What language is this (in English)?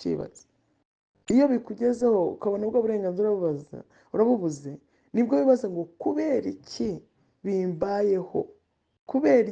Kinyarwanda